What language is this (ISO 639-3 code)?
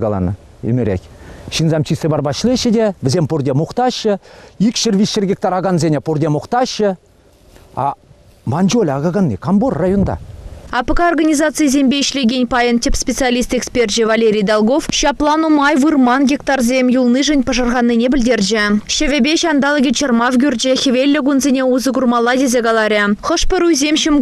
chv